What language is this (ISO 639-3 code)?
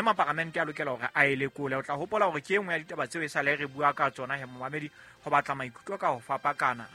sot